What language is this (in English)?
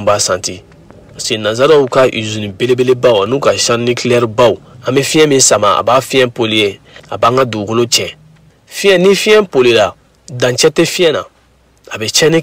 Bambara